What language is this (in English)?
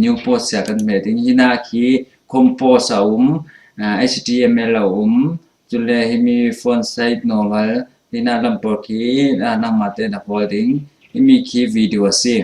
Falam Chin